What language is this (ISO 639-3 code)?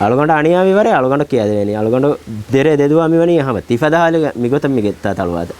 div